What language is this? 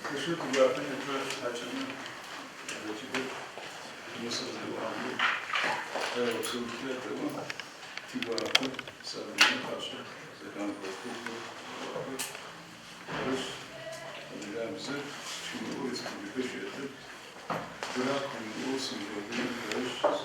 Adyghe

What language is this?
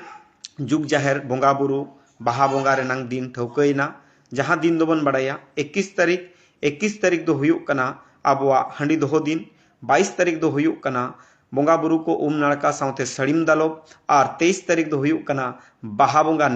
Santali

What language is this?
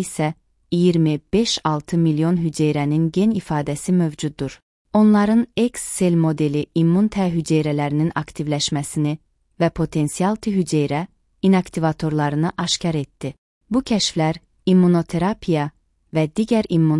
Azerbaijani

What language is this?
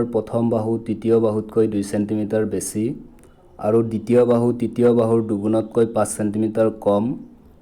Assamese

